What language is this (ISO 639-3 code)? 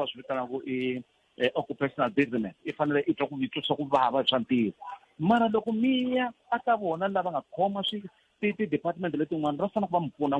tso